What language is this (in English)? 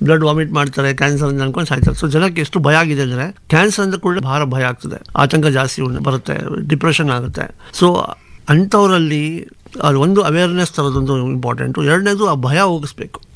Kannada